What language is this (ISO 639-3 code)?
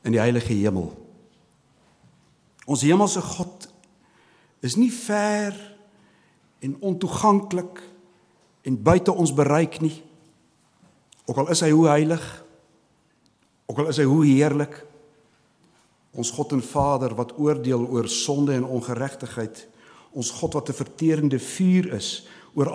afr